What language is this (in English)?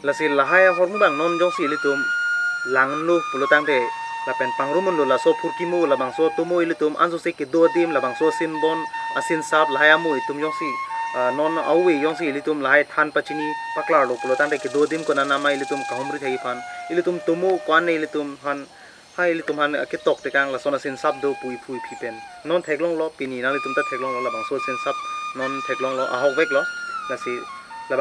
Karbi